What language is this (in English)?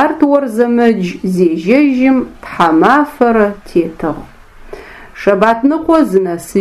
Adyghe